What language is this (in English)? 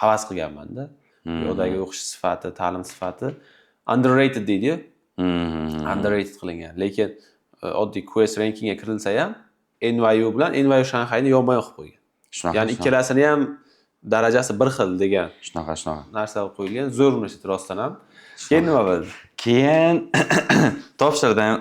Uzbek